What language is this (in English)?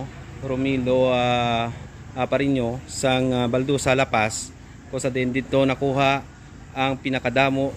Hiligaynon